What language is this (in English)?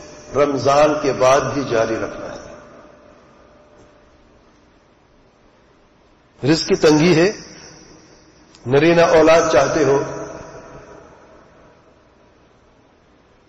Urdu